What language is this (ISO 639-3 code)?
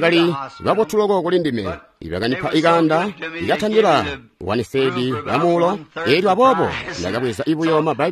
toi